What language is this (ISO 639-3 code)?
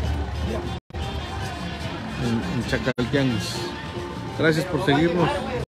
spa